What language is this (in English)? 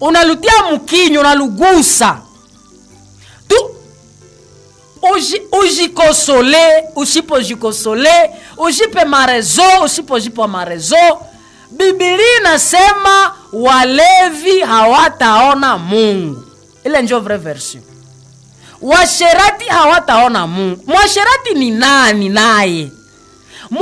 Swahili